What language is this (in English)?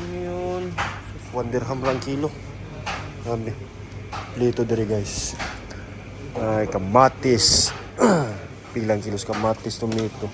Cebuano